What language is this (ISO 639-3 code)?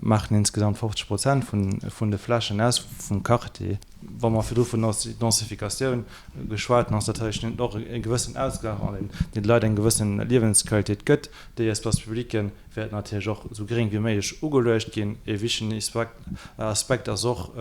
ltz